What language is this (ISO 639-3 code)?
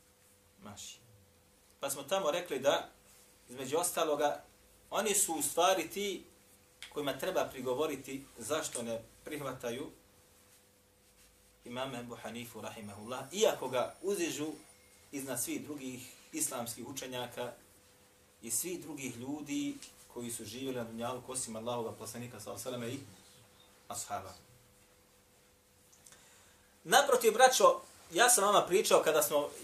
bos